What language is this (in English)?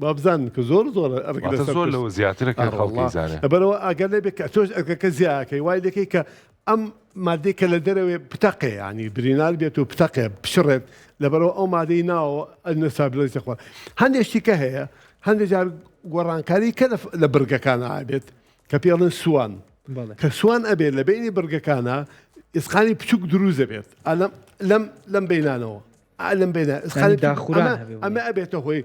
Central Kurdish